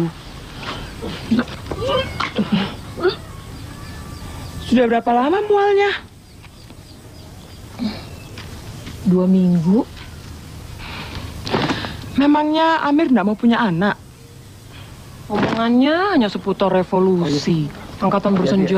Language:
Indonesian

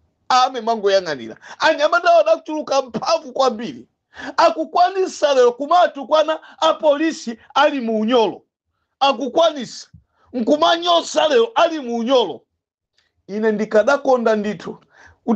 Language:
Nyanja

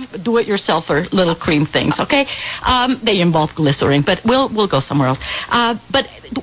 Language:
English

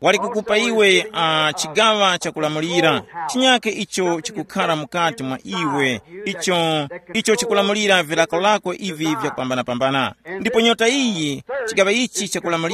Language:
Tumbuka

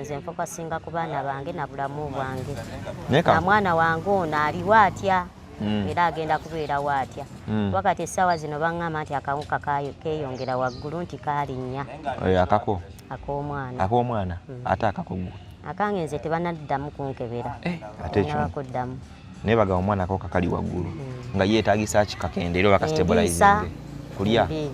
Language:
Ganda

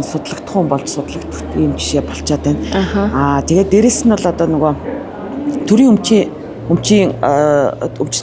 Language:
Mongolian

